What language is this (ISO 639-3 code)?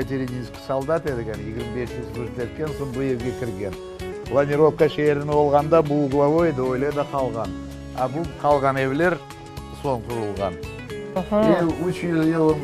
crh